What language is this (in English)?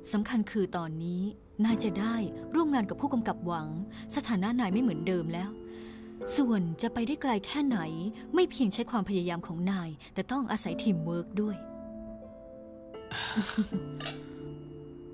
Thai